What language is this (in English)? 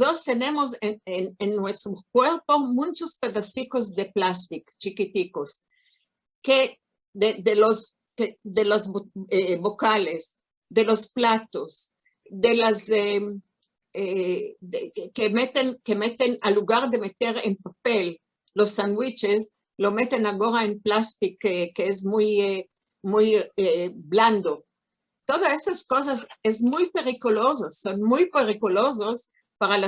Ladino